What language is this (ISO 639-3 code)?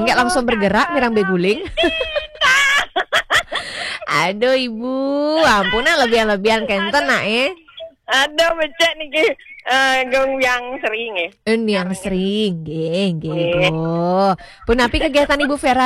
ban